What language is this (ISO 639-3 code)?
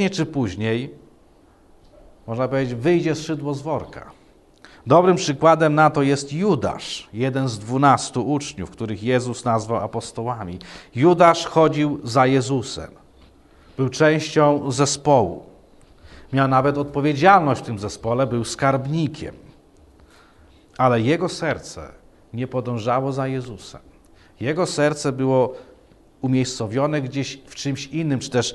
pol